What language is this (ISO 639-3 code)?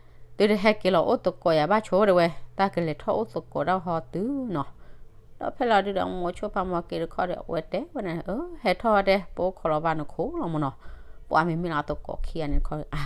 ksw